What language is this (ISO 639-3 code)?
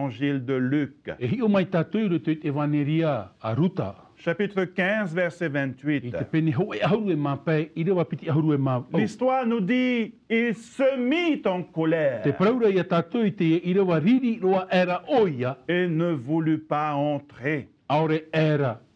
tah